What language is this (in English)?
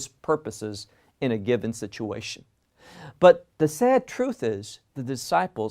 English